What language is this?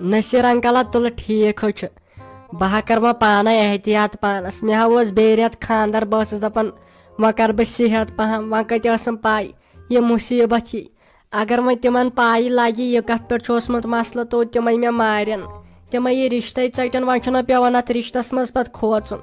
Kashmiri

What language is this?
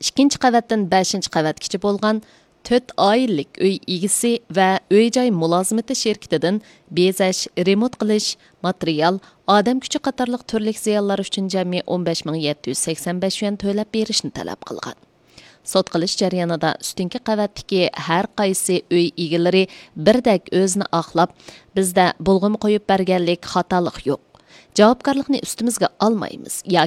Uyghur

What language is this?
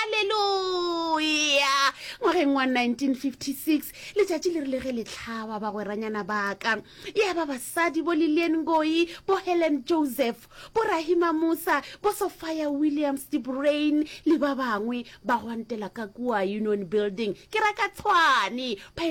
Northern Sotho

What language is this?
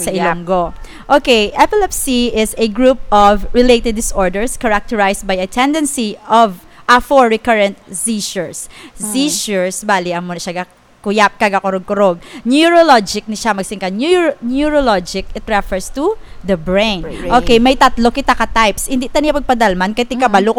Hiligaynon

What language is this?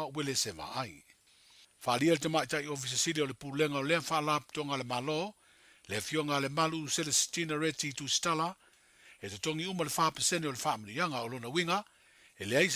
Samoan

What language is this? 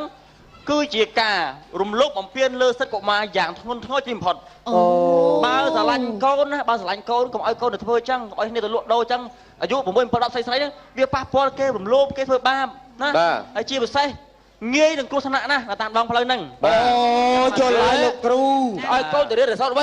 Khmer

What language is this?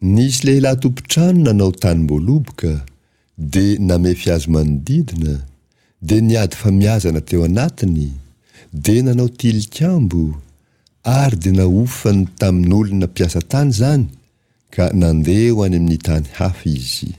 Malagasy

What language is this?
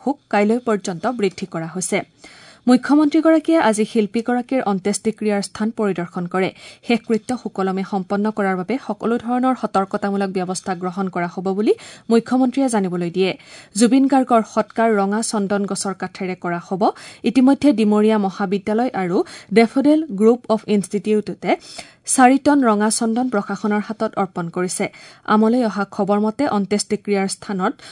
Assamese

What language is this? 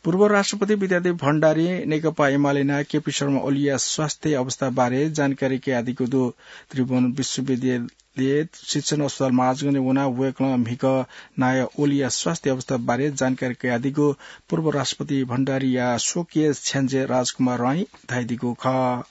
Newari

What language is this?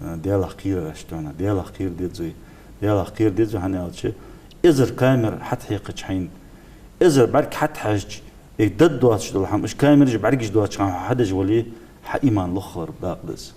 Ingush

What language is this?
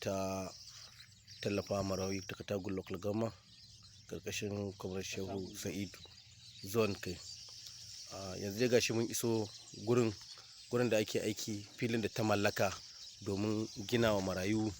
Hausa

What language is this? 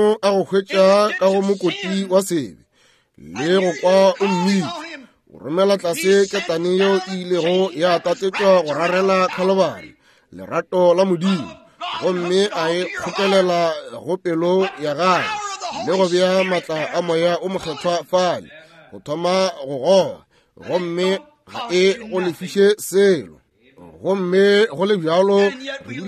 Northern Sotho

